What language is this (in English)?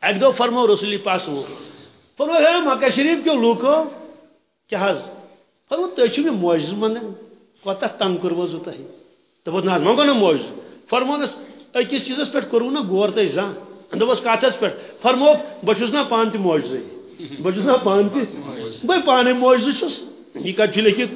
Kashmiri